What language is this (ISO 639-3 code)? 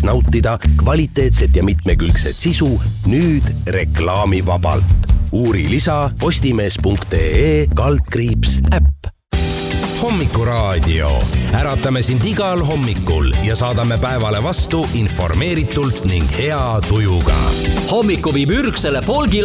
est